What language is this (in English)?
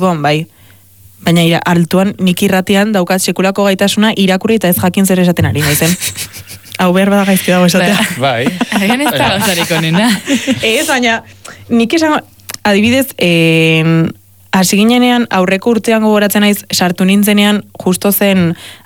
Basque